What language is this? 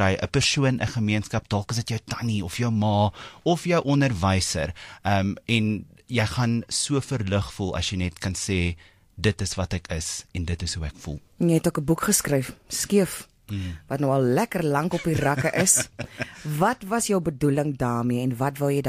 Afrikaans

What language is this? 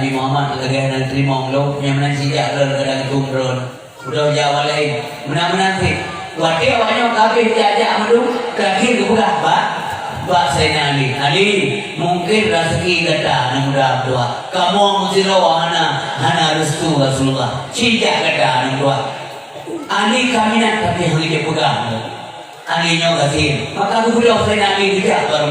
Achinese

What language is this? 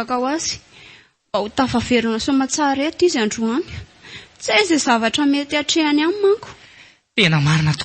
Malagasy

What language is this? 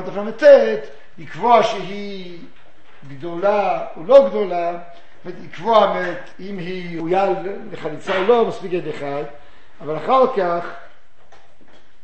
Hebrew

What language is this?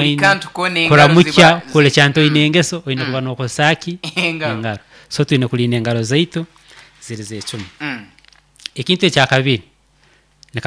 Nyoro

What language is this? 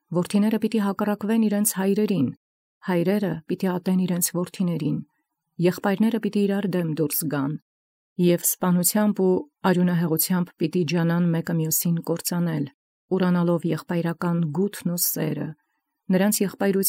Armenian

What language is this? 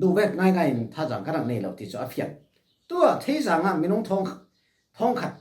Falam Chin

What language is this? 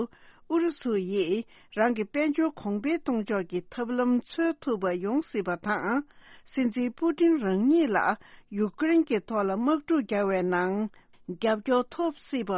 Tibetan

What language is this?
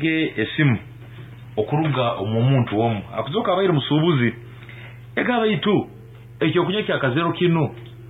Nyankole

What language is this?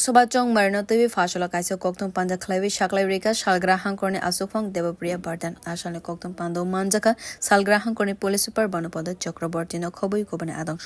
Kok Borok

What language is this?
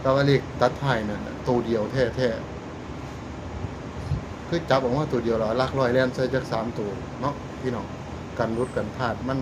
Northeastern Thai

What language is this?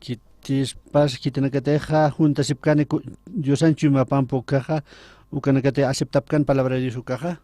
Aymara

